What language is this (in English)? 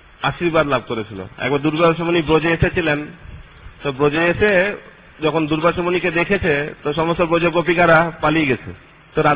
Bangla